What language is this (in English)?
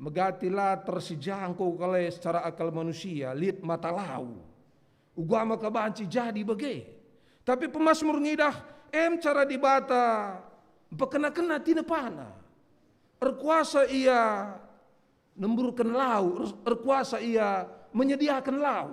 Batak Karo